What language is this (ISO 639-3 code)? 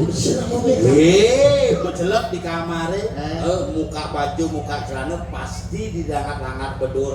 ban